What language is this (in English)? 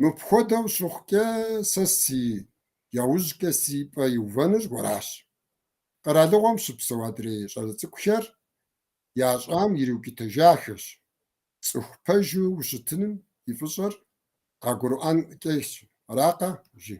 Kabardian